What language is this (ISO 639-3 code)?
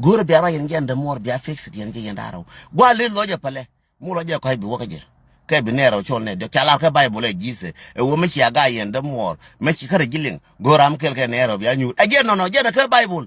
nus